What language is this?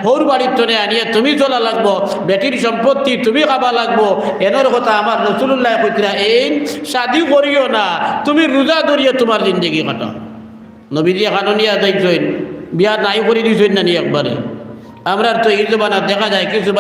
Sylheti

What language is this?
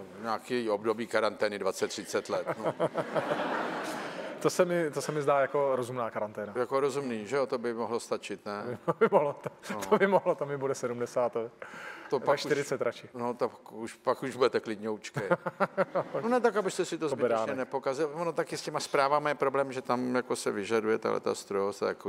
Czech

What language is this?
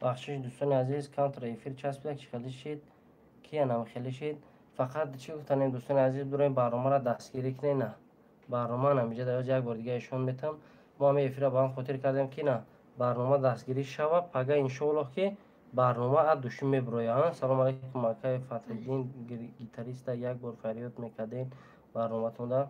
Tajik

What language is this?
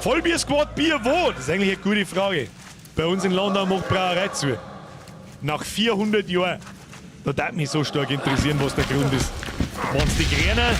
Bavarian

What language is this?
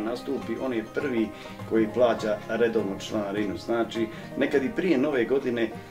Bosnian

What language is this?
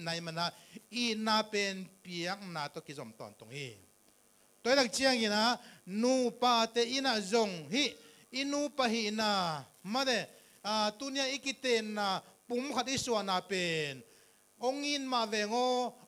Tedim Chin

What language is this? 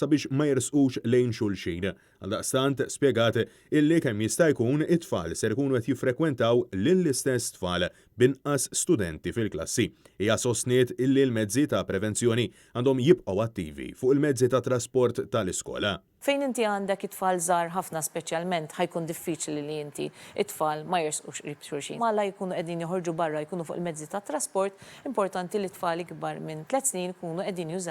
Maltese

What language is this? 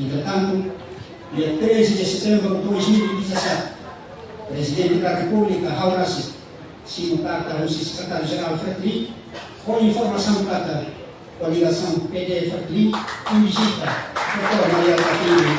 Tetum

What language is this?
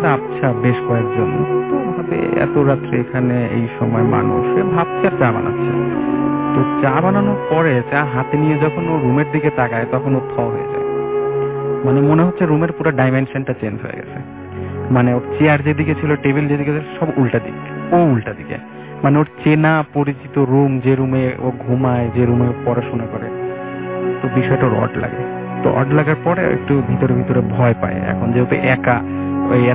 Bangla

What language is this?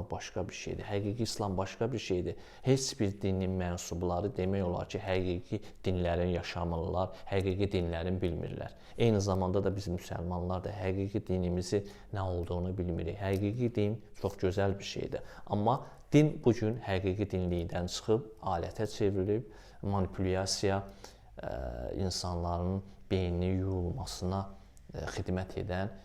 Azerbaijani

